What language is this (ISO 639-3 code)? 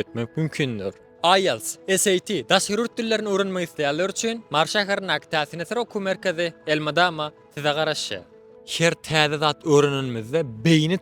tuk